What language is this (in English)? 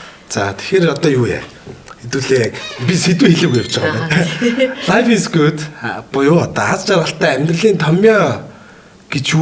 Mongolian